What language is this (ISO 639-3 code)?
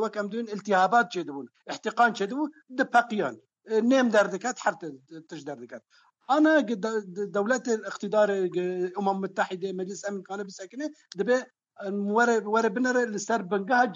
kur